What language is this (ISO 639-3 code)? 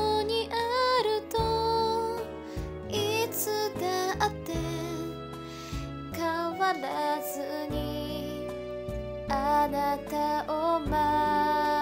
jpn